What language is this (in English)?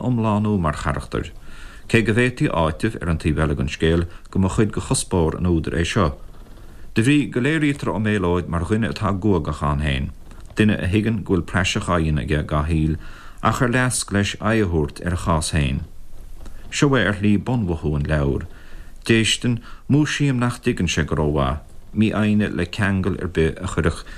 Irish